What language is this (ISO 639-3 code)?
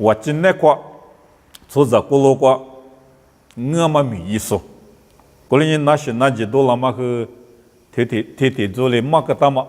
lis